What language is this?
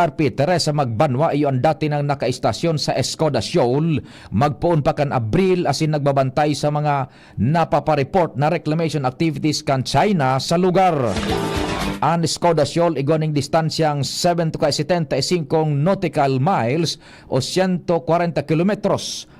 Bikol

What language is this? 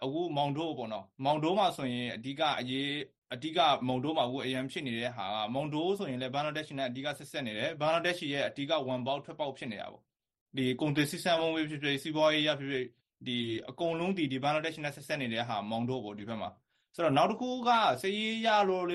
Burmese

